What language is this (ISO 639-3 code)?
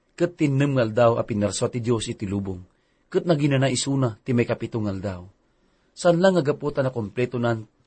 ilo